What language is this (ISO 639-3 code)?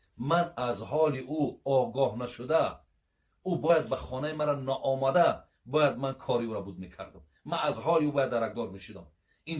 tgk